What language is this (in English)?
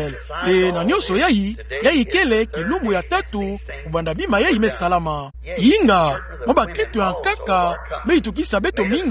Kituba (Democratic Republic of Congo)